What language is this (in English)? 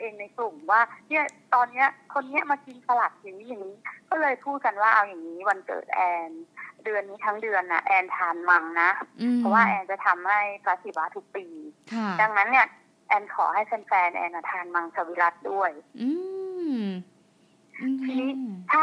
Thai